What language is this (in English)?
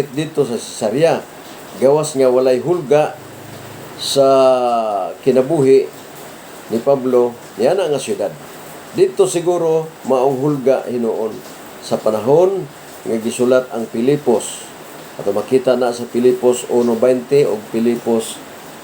Cebuano